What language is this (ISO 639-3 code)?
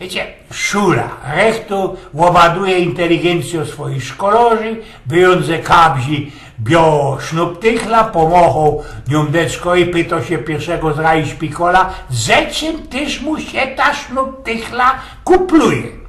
szl